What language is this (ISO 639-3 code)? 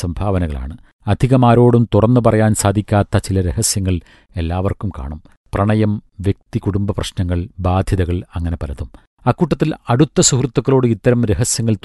mal